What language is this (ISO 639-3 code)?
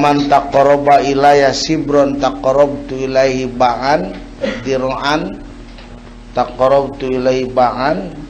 sun